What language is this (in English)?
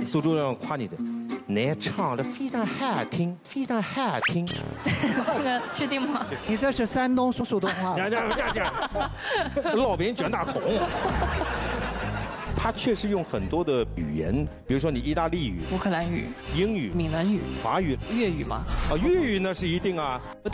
Chinese